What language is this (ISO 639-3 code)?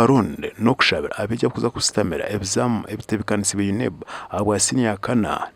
nyn